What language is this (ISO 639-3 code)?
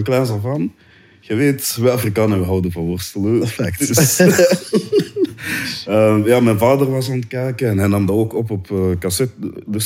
nld